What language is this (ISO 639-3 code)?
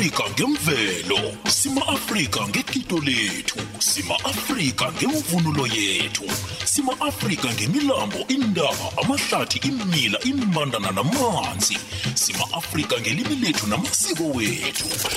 nbl